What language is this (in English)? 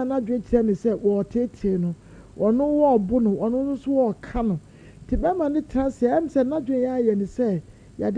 Akan